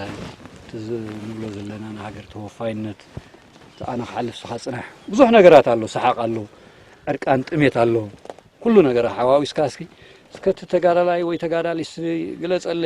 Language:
Tigrinya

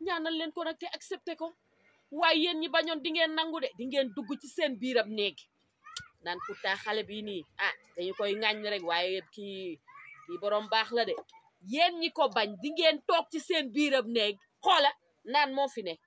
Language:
Wolof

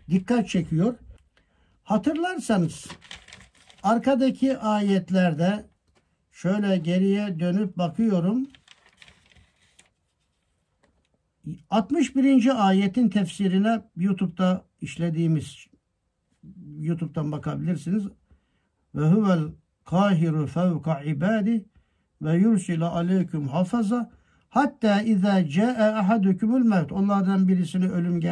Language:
Turkish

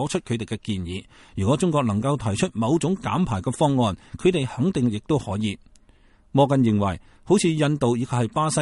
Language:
Cantonese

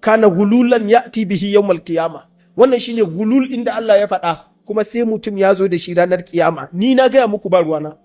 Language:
Hausa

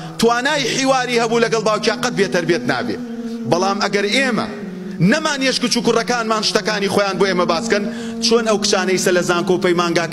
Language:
Central Kurdish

